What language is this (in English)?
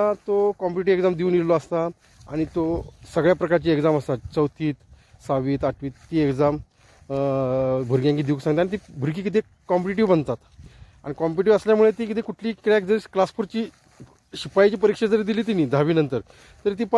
Konkani